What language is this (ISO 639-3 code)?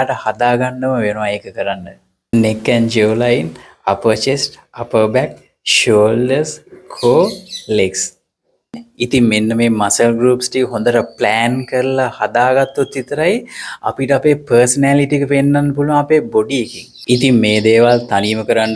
sin